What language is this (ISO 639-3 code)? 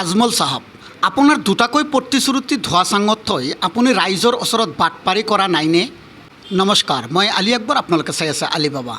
asm